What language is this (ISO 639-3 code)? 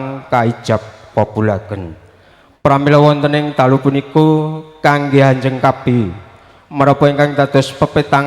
jav